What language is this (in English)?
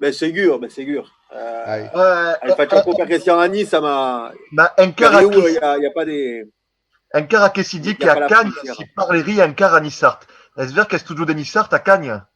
Occitan